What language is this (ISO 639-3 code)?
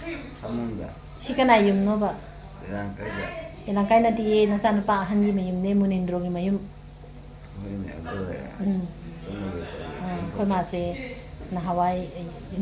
mni